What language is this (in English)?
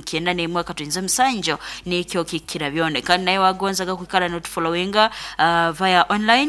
Nyoro